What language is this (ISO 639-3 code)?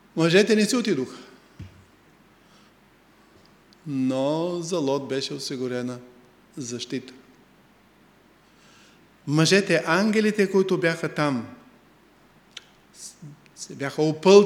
bul